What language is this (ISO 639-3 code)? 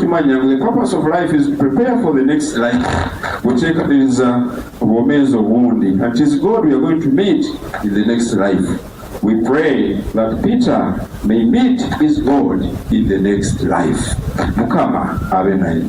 nyn